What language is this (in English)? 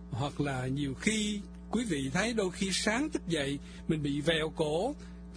Vietnamese